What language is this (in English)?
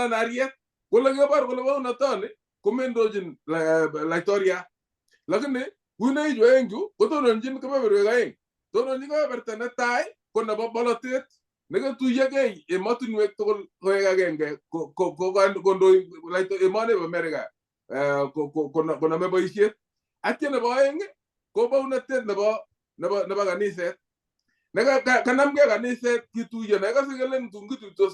Kalenjin